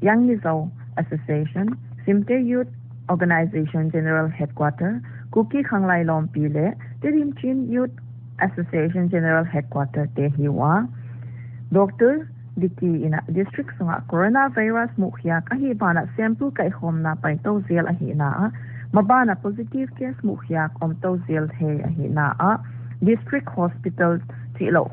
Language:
Paite Chin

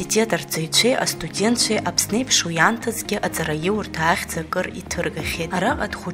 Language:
Abkhazian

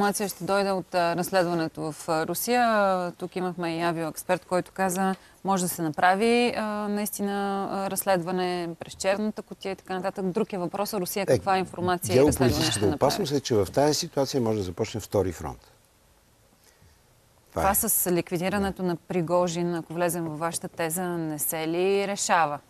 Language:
Bulgarian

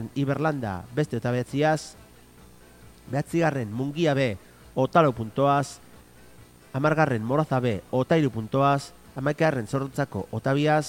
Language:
Basque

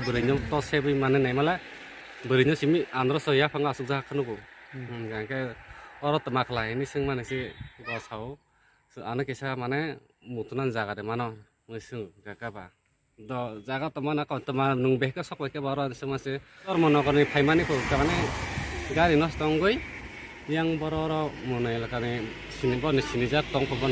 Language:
Riang (India)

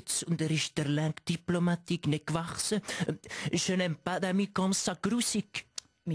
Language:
Swiss German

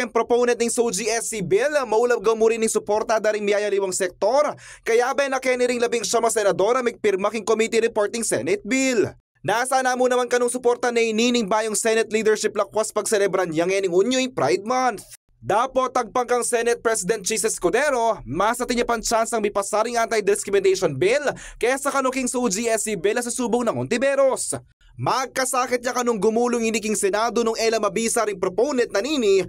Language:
Pampanga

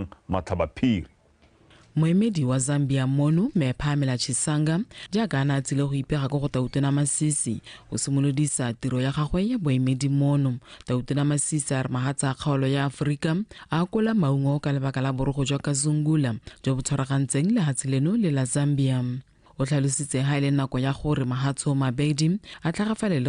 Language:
Tswana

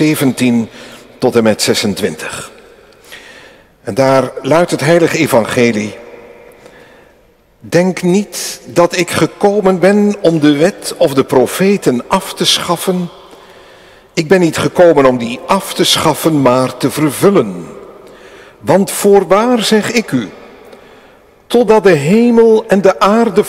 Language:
Dutch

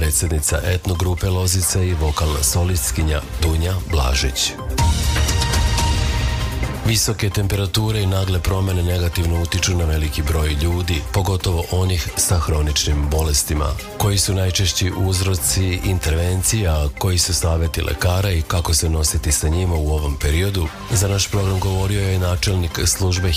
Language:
Serbian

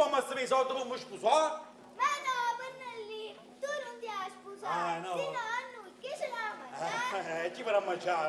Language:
Neapolitan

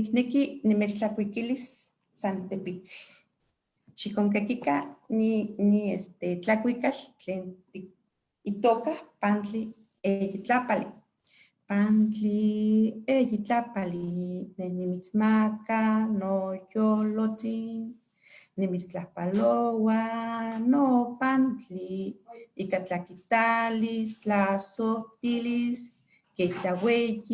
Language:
Eastern Huasteca Nahuatl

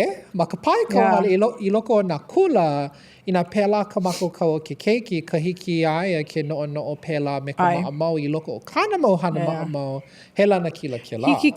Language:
Hawaiian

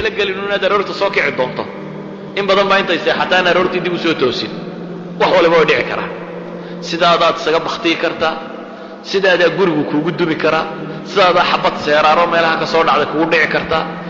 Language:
Somali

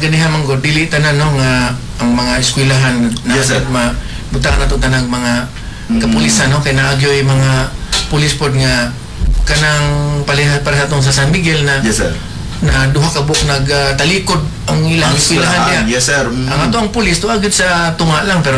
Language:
Cebuano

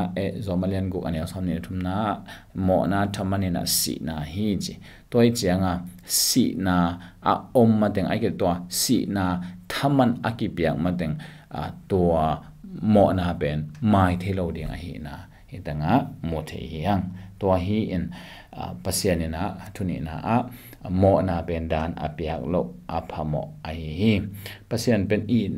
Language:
Tedim Chin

